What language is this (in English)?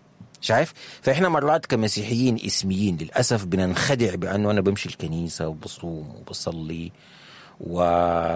Sudanese Arabic